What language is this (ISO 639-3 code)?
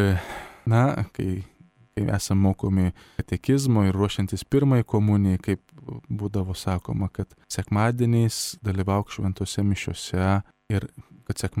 lit